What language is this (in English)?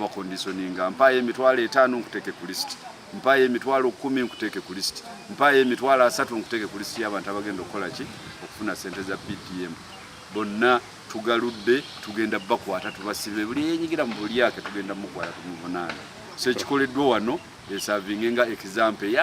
Ganda